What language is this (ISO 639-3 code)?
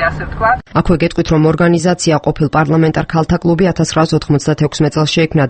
kat